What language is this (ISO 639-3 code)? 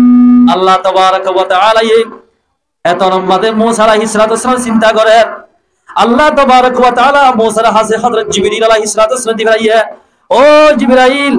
rhg